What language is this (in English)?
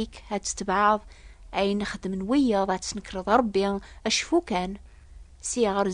Kabyle